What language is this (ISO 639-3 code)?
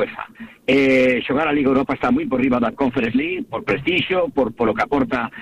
glg